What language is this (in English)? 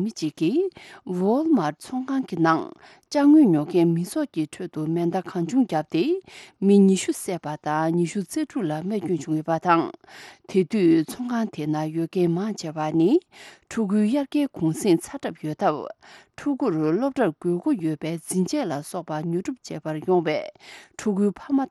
Tibetan